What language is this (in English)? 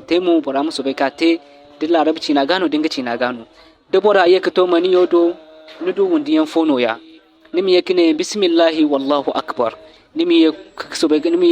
Zarma